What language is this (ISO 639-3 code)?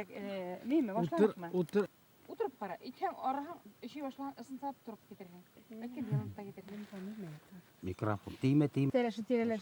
bak